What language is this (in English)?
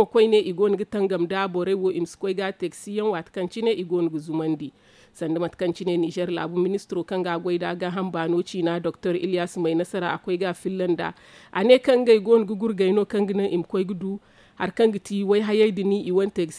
Zarma